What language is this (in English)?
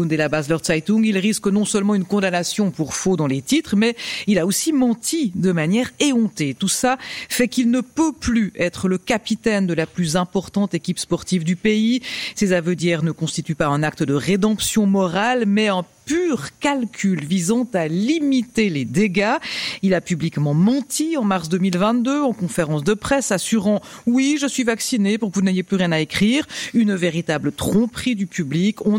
French